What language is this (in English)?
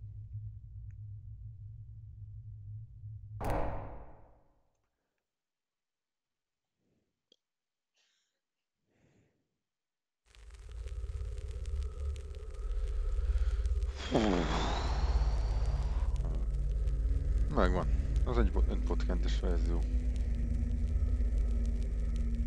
Hungarian